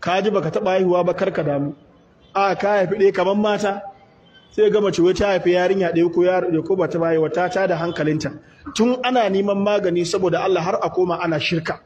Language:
Hausa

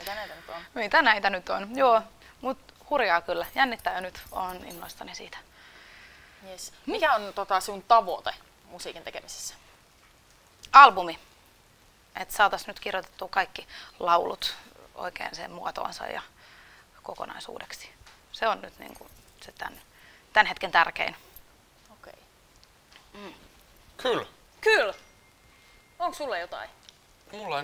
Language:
Finnish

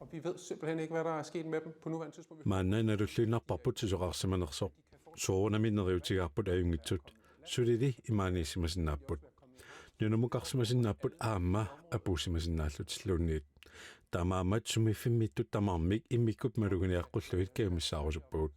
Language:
Kalaallisut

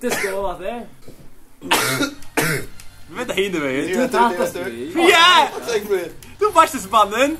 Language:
Faroese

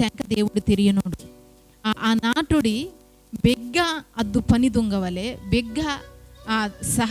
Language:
Koya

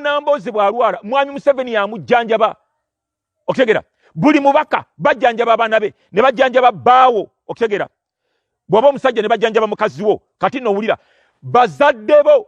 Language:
Ganda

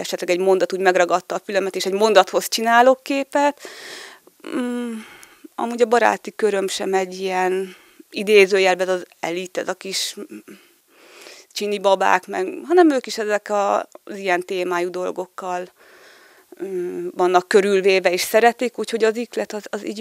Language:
Hungarian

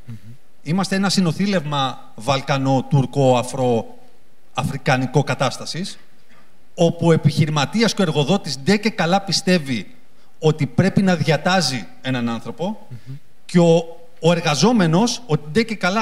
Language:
Greek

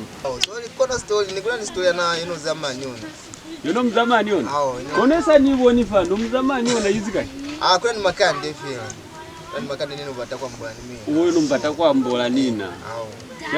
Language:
Lozi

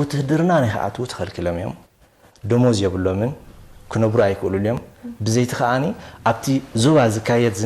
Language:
Tigrinya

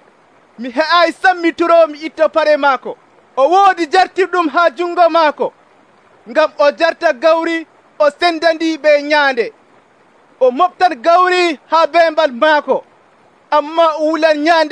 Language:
Nigerian Fulfulde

